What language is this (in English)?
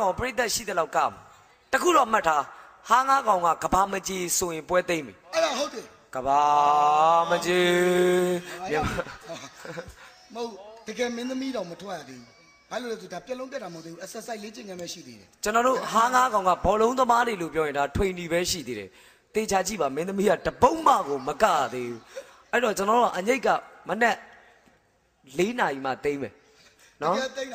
Burmese